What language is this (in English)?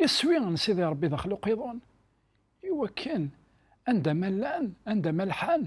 Kabyle